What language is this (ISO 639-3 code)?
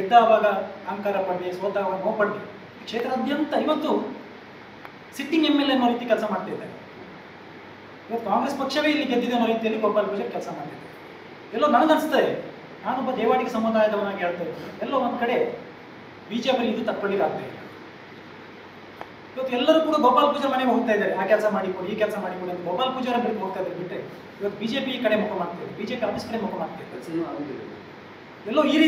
kan